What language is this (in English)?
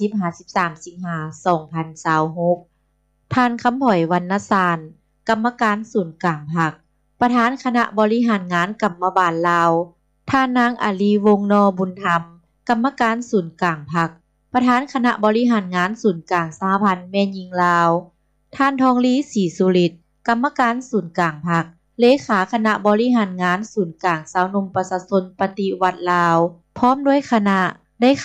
Lao